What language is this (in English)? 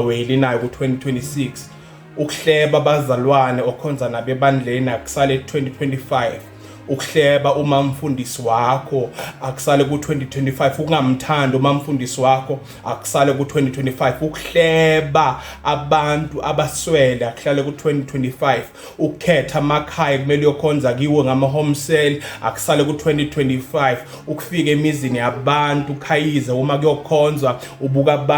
Zulu